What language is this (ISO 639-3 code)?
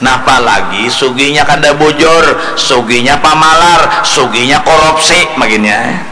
bjn